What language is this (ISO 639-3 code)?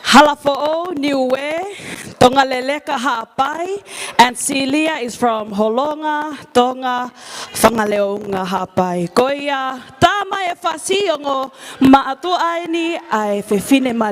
ton